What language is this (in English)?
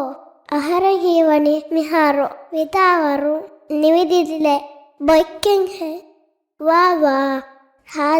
Divehi